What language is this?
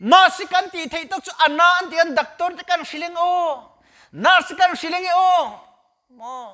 Mizo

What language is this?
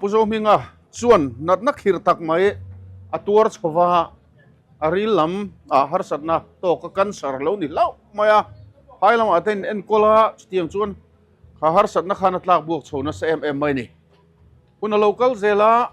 Mizo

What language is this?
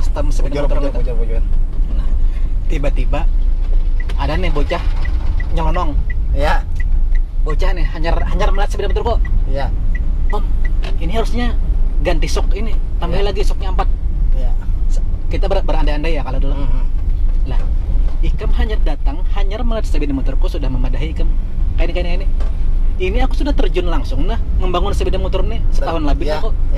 Banjar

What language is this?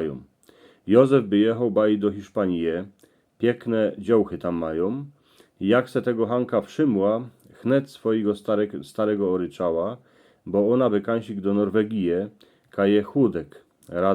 Silesian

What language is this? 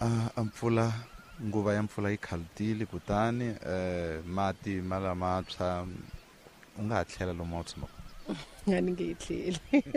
Tsonga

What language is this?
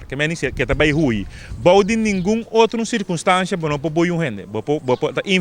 Papiamento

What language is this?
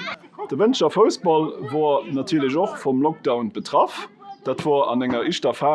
Luxembourgish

